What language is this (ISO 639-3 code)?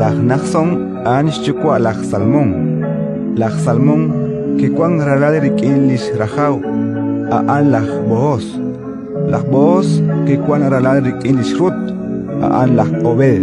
kek